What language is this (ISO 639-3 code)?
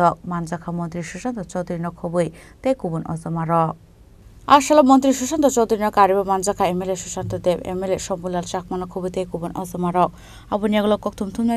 trp